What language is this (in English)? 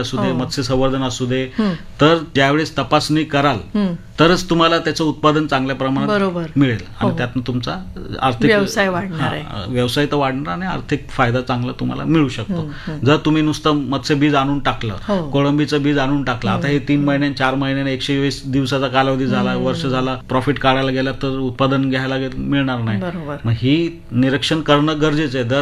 Marathi